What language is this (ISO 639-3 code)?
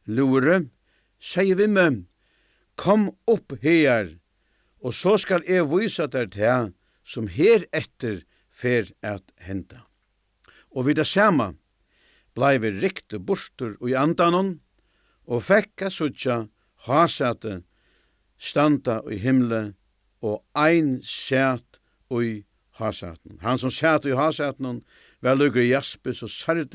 fao